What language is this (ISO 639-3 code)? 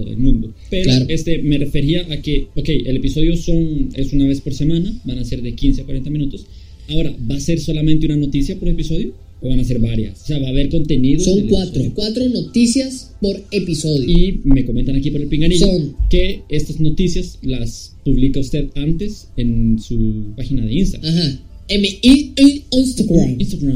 spa